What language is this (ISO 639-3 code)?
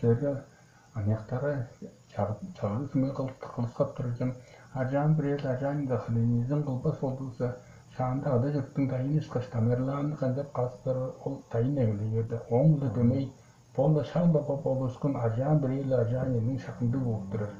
tyv